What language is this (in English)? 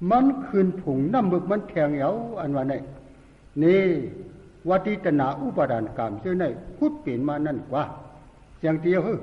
Shan